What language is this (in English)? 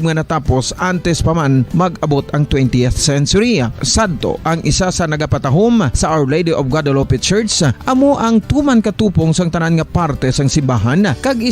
Hiligaynon